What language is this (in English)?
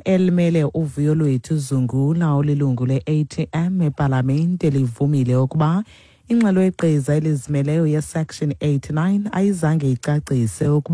Xhosa